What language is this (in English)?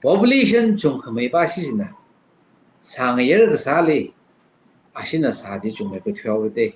Tangkhul Naga (India)